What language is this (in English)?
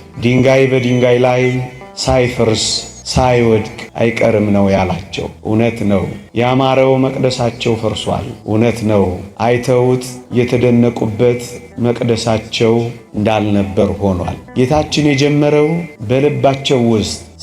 Amharic